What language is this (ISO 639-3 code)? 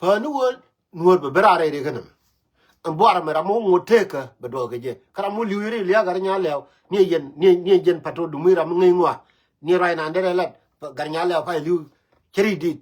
nus